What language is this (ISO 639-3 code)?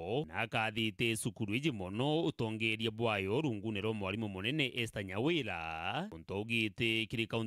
mer